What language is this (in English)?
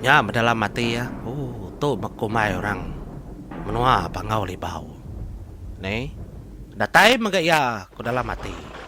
Iban